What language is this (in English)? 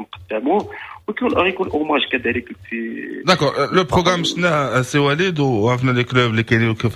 Moroccan Arabic